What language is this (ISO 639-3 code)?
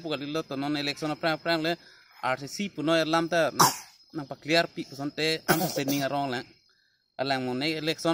mjw